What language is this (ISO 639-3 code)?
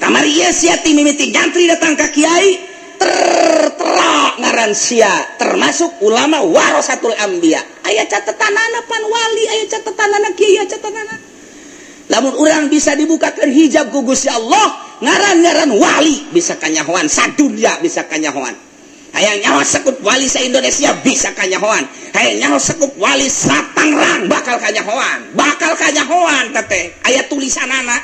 sun